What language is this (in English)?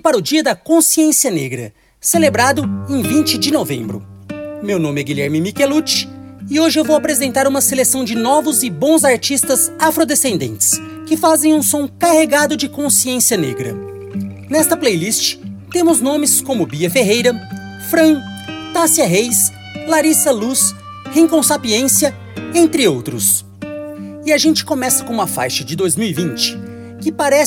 Portuguese